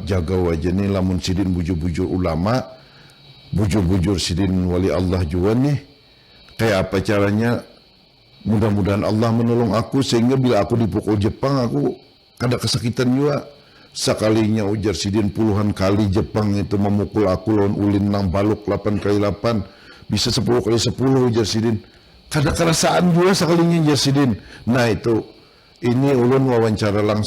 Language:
Banjar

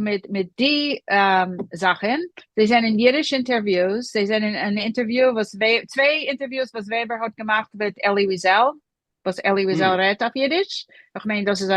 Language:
Yiddish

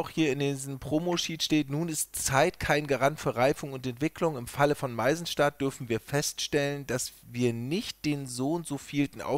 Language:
German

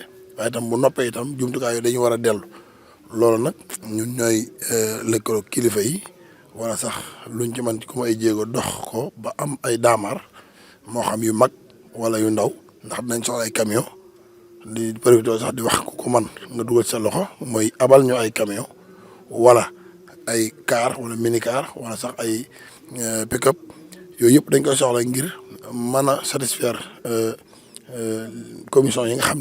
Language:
Wolof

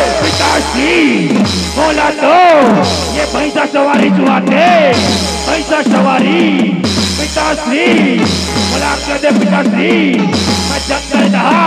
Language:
Chhattisgarhi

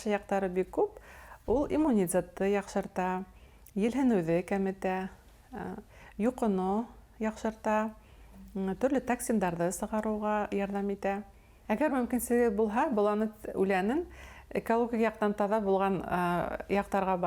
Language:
Bashkir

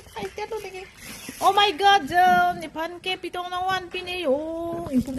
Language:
Karbi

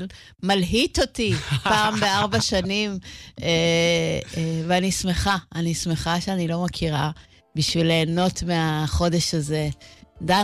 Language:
Hebrew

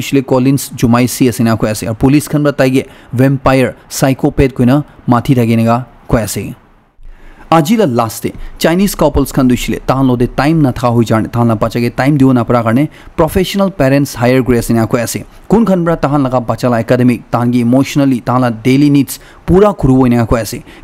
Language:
Naga Pidgin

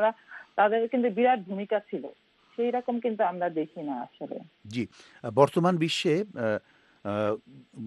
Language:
Bangla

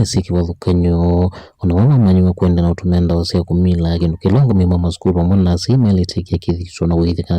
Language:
Kamba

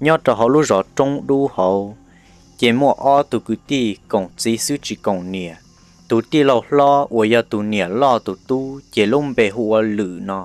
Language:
Hmong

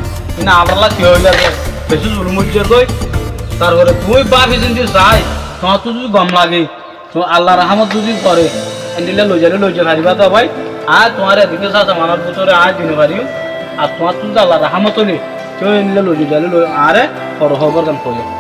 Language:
Rohingya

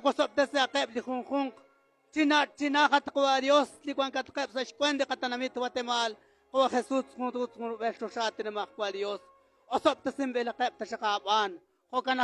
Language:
Kekchí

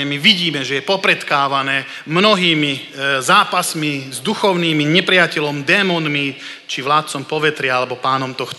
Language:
Slovak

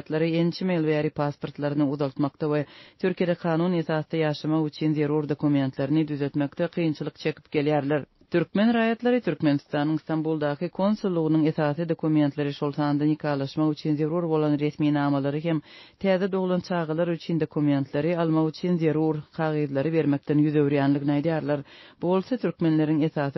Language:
Turkmen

